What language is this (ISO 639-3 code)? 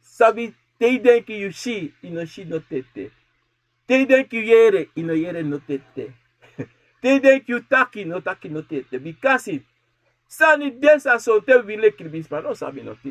srn